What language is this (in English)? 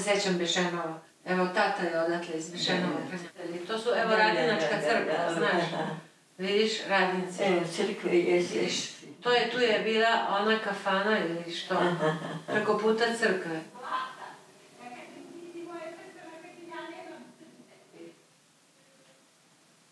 Serbian